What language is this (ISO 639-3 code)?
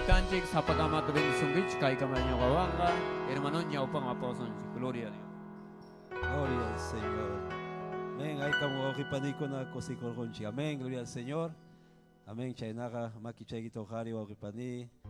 quy